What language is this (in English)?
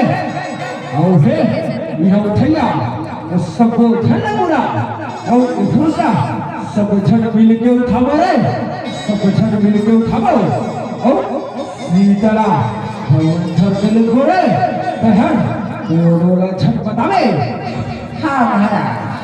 Chhattisgarhi